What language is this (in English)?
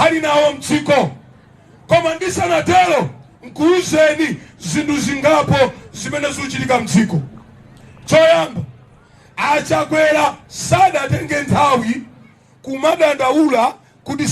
Nyanja